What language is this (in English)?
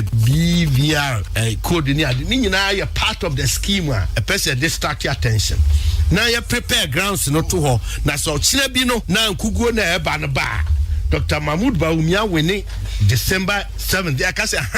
Akan